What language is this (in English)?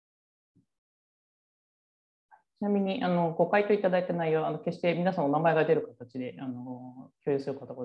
Japanese